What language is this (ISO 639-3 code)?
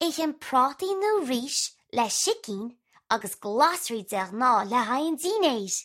gle